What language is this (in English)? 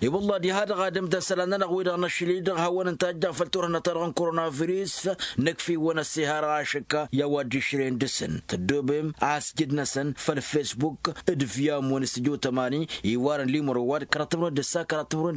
Tamasheq